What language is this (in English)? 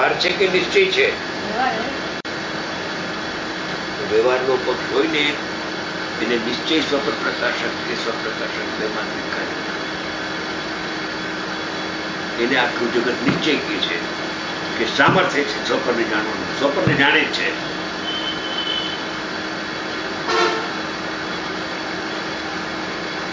Gujarati